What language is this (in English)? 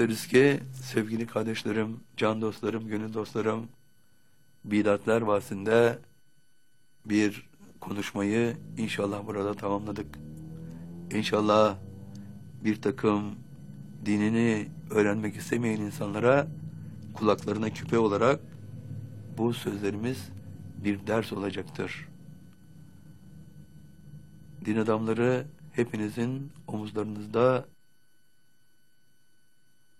Turkish